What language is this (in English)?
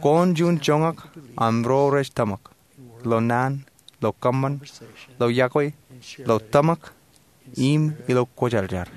Marshallese